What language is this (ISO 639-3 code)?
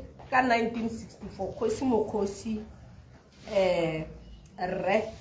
tsn